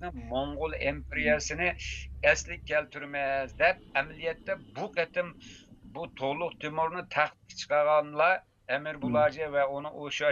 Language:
Uyghur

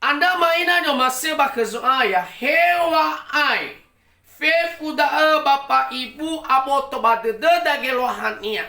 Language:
Nias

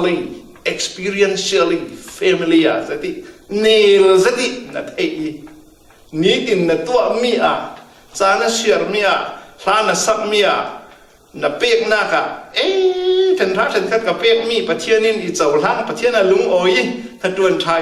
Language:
Falam Chin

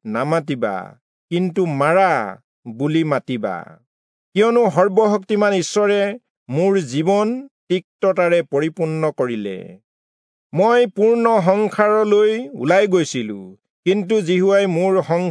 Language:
Assamese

